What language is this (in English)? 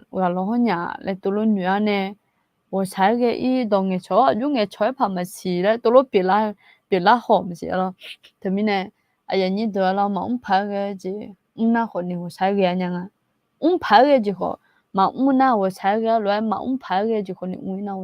Akha